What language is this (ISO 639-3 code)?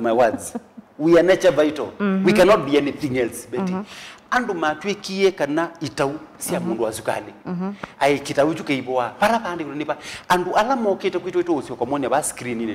kam